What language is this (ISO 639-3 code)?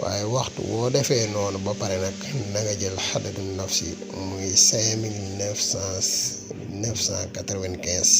wol